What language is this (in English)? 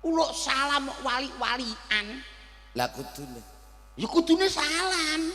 Javanese